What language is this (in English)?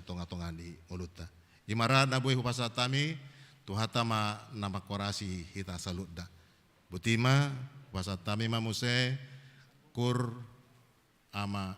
Batak Toba